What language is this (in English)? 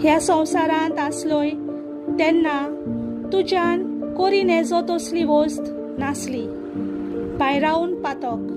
Konkani